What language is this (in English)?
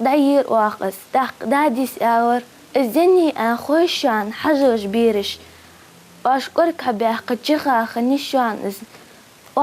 Ingush